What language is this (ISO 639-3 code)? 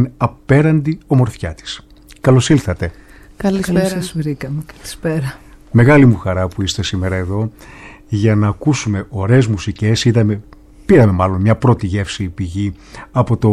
ell